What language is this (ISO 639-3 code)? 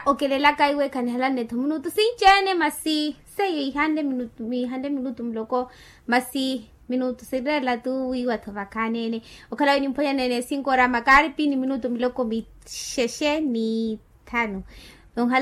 vmw